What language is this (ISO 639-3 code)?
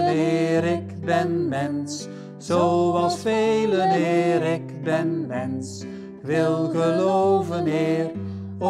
nld